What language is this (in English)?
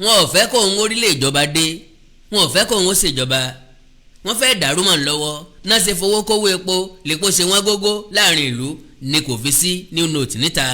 Yoruba